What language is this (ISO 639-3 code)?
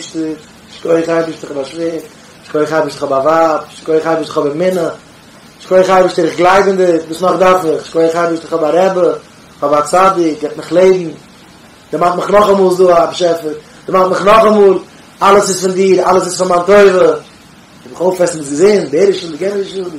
yid